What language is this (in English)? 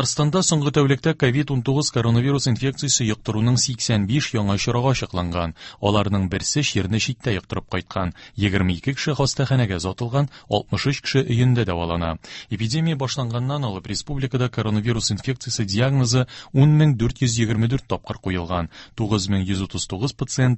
Tatar